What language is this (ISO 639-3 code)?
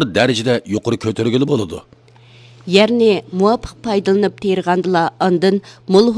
uig